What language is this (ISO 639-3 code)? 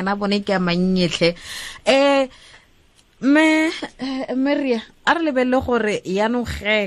tsn